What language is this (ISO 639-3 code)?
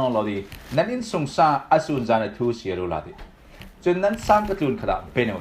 cfm